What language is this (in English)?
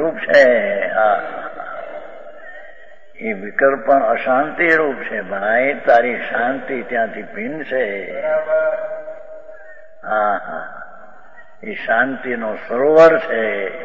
Gujarati